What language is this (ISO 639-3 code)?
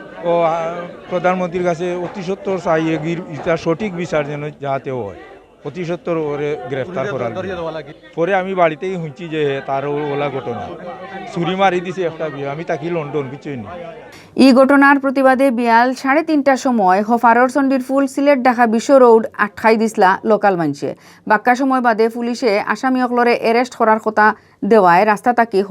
syl